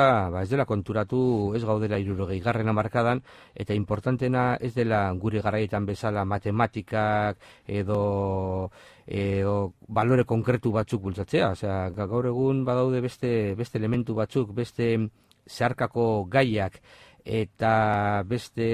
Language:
Basque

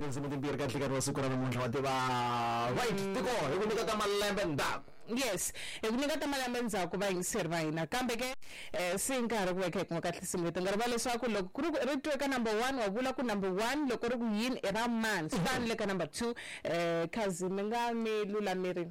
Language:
Tsonga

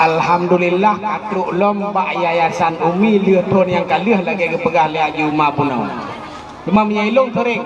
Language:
Achinese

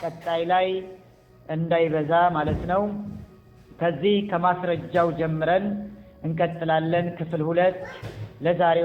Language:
Amharic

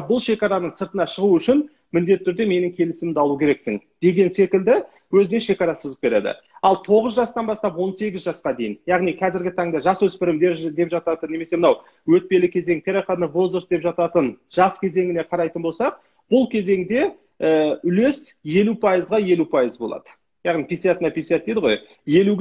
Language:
Kazakh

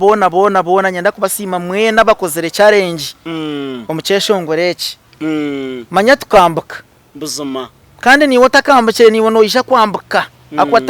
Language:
Nyankole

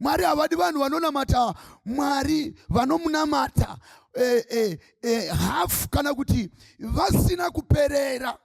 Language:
Shona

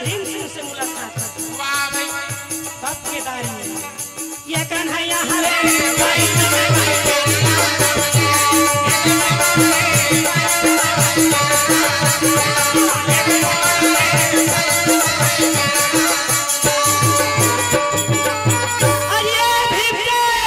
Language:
Chhattisgarhi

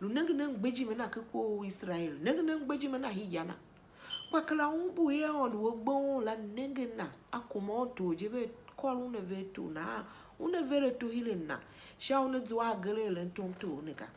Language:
Tiv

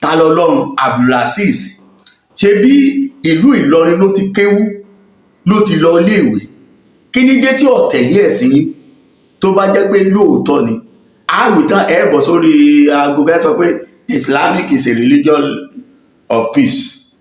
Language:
Yoruba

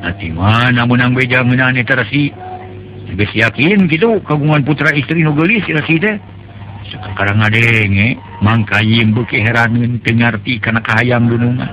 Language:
Sundanese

